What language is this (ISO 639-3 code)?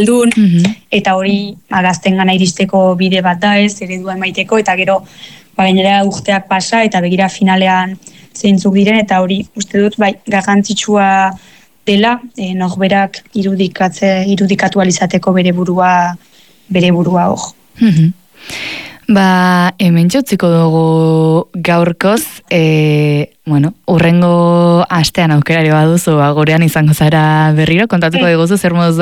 eus